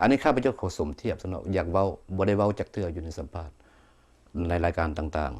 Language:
Lao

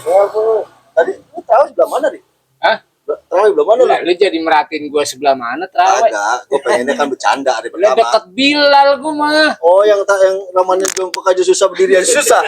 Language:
Betawi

